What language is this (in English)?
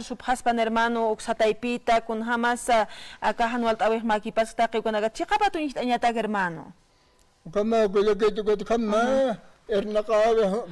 Aymara